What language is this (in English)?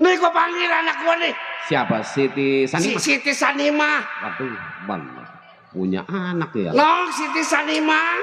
Betawi